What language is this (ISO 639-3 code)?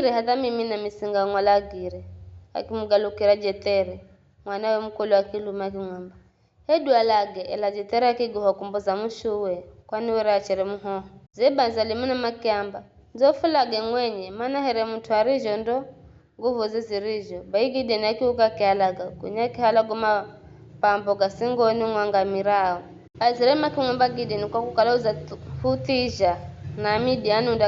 nyf